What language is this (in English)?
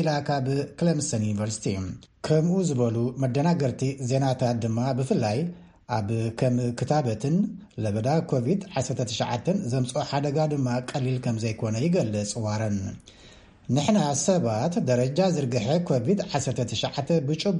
Tigrinya